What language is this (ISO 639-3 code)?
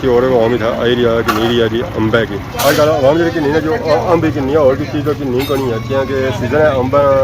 phr